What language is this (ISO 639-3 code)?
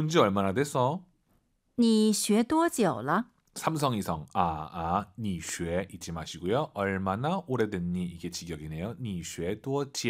kor